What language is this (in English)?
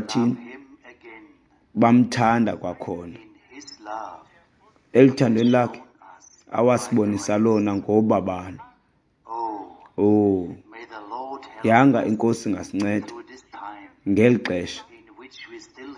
Xhosa